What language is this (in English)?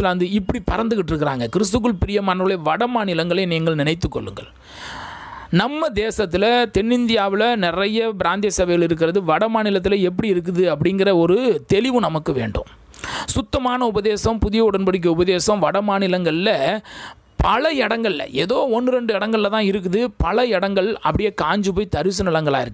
Tamil